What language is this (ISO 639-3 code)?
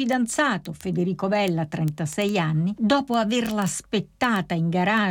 ita